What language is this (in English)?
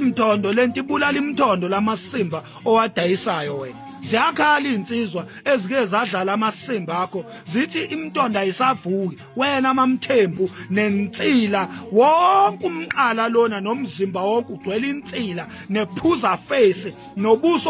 Zulu